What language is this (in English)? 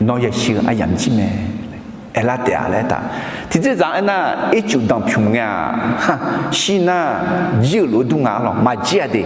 Akha